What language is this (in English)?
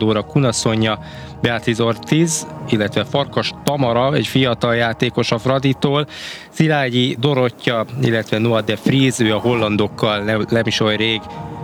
Hungarian